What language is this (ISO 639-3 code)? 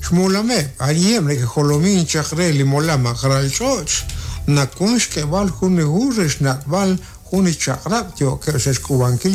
kek